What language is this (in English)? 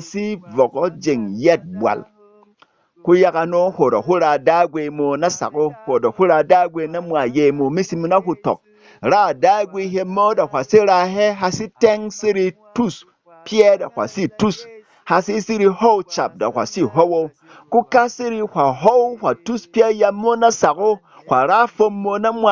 Berom